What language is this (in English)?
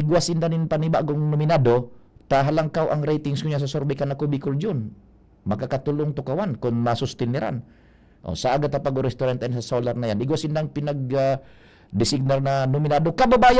Bikol